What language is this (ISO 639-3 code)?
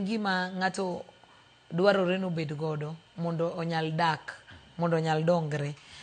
luo